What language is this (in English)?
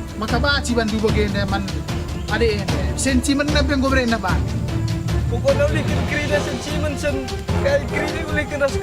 Batak Karo